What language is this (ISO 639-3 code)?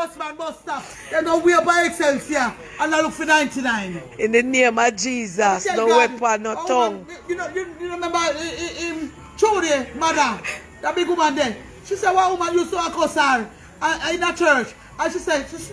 jam